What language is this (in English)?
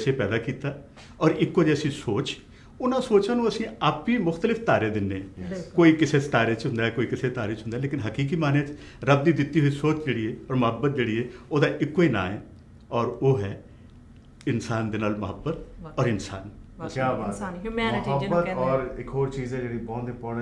Punjabi